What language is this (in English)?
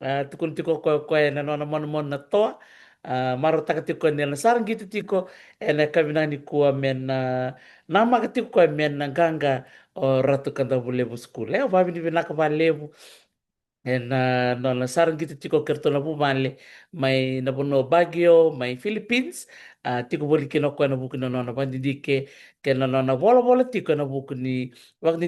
Fijian